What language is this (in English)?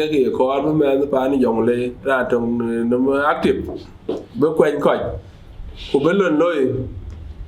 Dinka